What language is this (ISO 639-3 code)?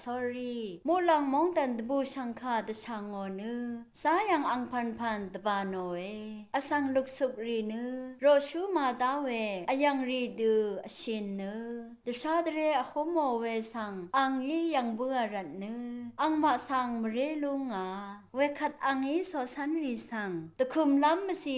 raw